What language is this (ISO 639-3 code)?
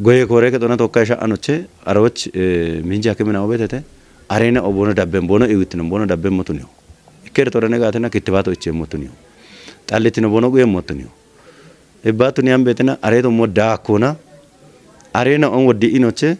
kbr